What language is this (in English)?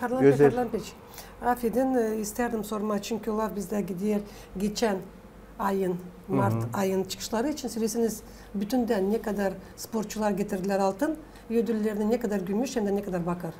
Gagauz